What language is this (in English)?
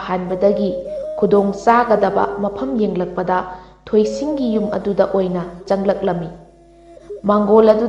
Manipuri